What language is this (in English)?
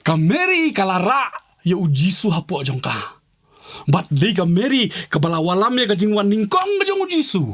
Khasi